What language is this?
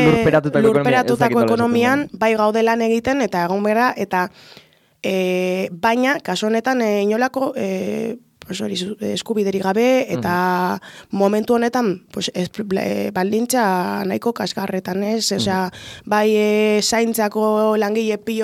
Basque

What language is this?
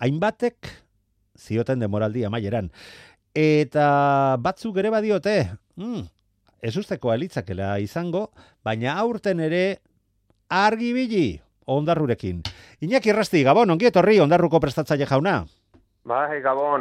Basque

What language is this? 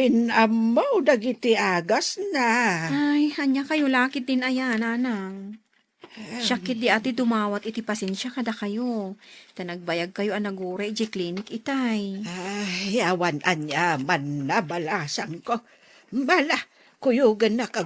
Iloko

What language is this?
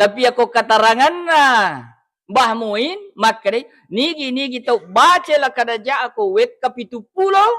Buginese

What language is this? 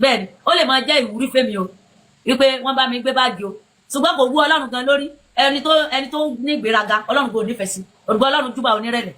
Yoruba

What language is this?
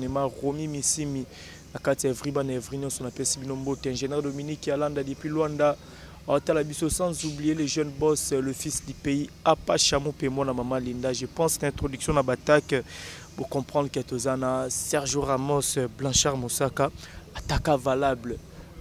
Lingala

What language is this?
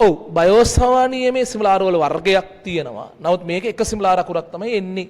Sinhala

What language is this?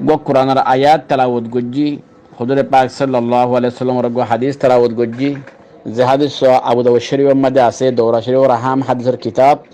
Rohingya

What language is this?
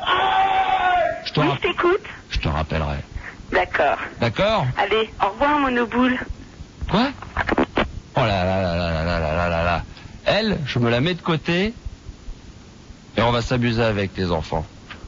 French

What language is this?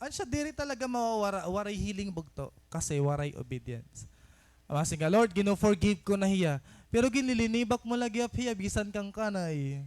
Waray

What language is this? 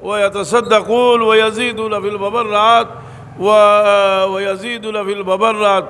Sylheti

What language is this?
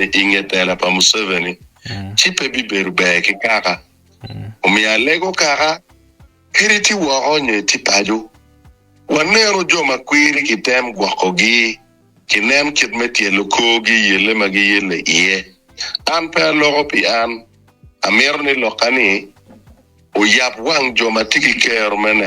Acoli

